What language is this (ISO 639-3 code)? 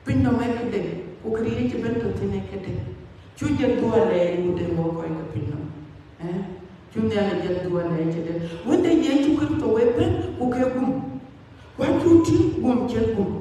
din